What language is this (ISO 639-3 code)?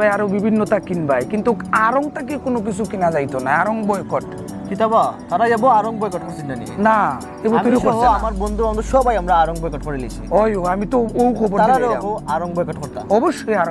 syl